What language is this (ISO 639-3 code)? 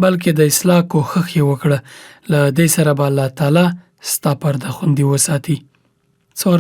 pus